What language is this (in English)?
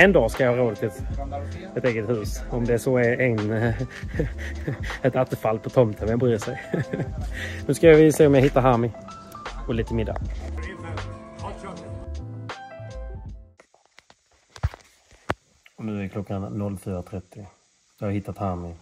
Swedish